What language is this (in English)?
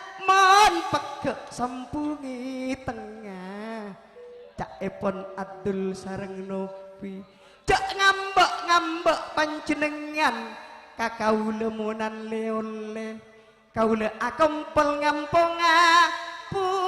Madurese